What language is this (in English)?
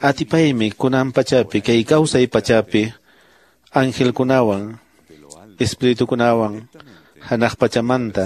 Quechua